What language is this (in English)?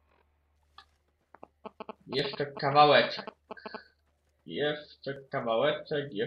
Polish